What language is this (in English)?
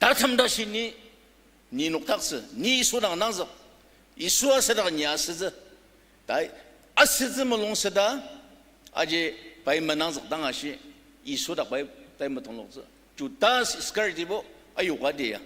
Ao Naga